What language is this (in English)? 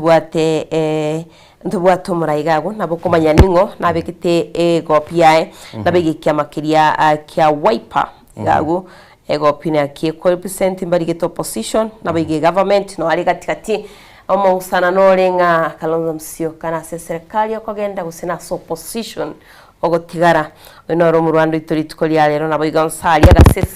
Gusii